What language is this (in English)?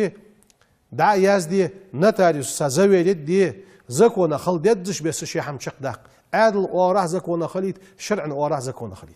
Ingush